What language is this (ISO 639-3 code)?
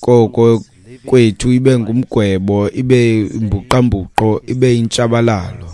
xho